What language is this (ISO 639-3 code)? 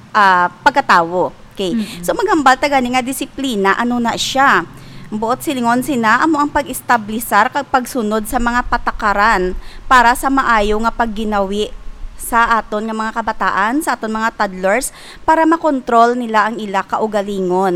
hil